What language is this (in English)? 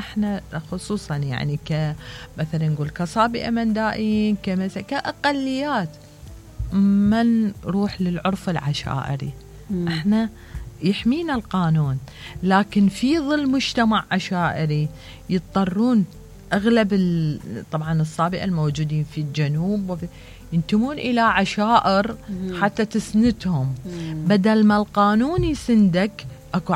Mesopotamian Arabic